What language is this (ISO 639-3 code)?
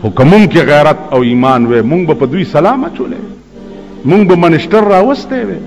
pus